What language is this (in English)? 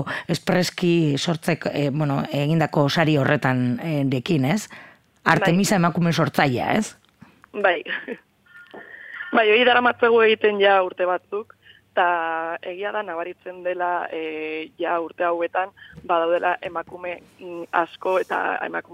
Basque